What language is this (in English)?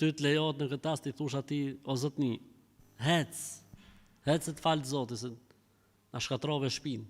Albanian